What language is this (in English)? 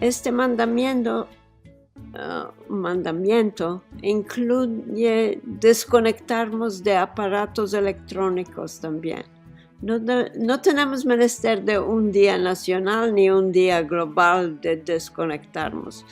Ladino